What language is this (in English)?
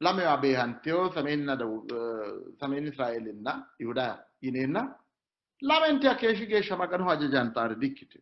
Sidamo